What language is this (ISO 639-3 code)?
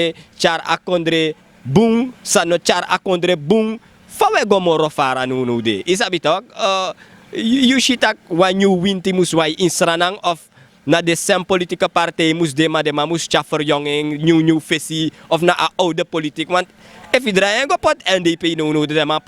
srn